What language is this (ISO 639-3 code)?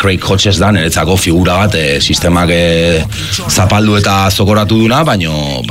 eus